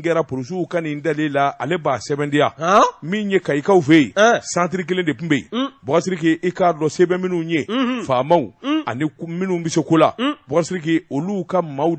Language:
Bambara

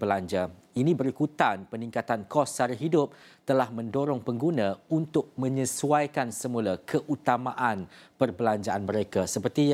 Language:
Malay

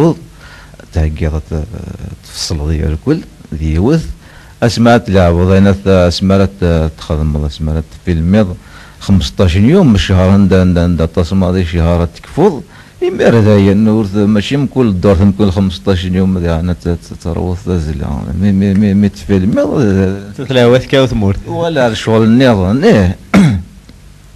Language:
Kabyle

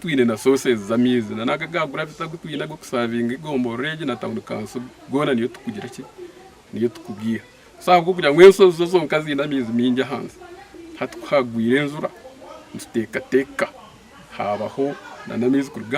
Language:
Nyankole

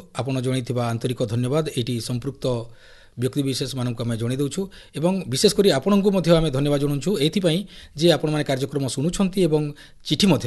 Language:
Odia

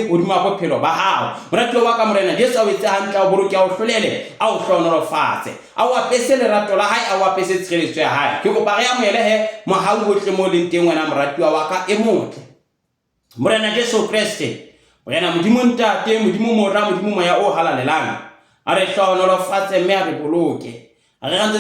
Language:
Southern Sotho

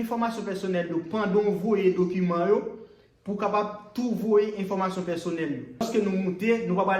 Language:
Haitian Creole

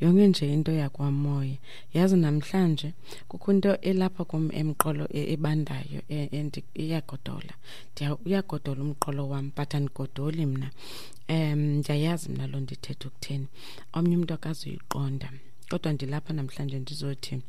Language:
Xhosa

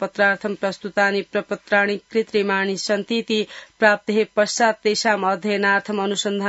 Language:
Sanskrit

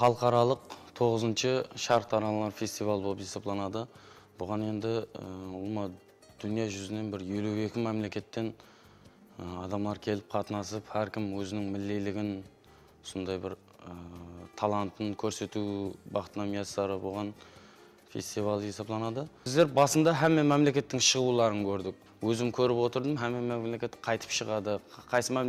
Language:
Kara-Kalpak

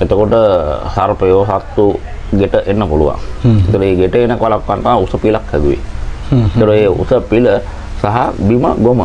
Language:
Sinhala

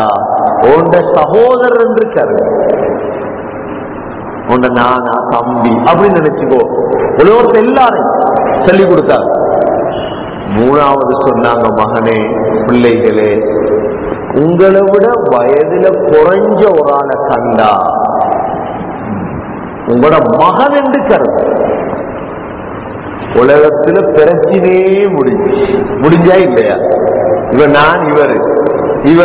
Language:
Tamil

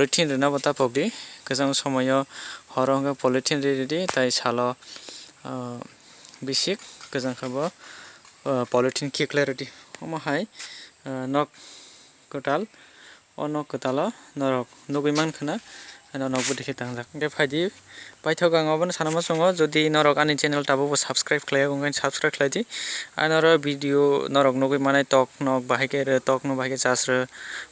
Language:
Kok Borok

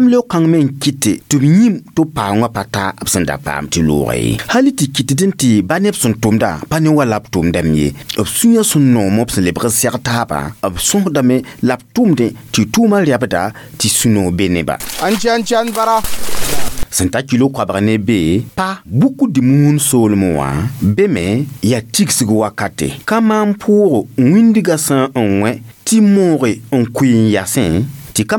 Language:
Mossi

